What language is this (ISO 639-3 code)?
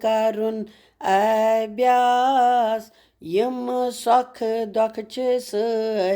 kas